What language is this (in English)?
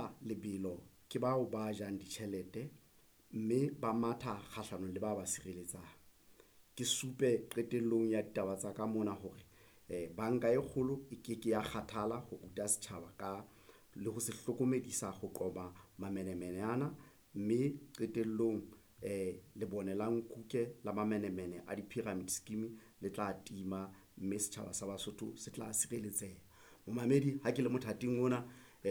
Southern Sotho